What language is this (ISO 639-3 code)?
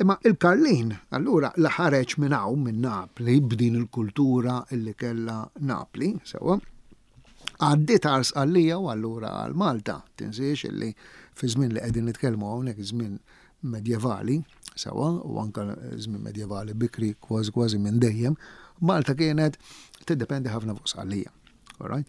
mlt